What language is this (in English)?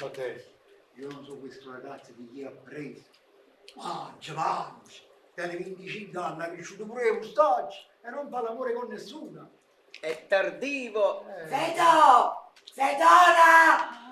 Neapolitan